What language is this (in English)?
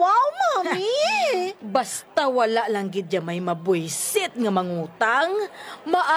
Hiligaynon